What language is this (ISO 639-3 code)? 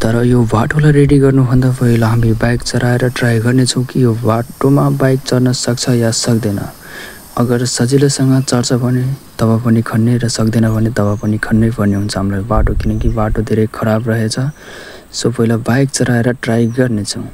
nep